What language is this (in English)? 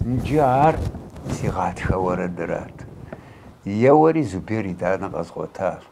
Kabardian